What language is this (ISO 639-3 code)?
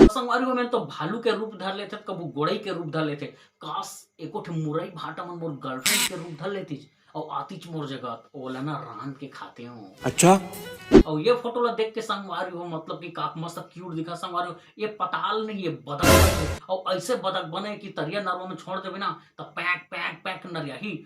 hne